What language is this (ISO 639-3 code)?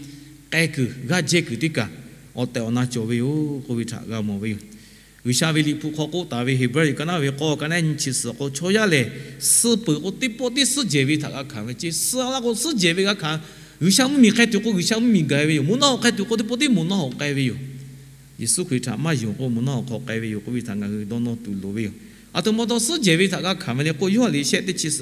lhu